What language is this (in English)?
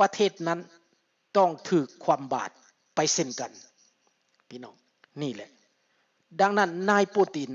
Lao